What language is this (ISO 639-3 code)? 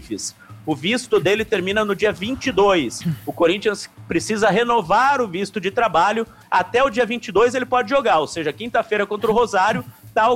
por